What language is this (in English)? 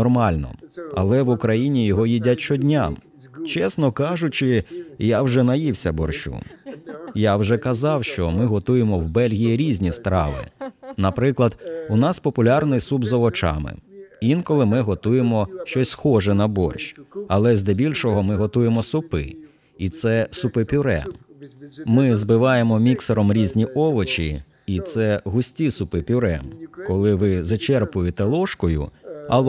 Ukrainian